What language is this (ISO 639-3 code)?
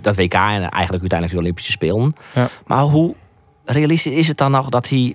fry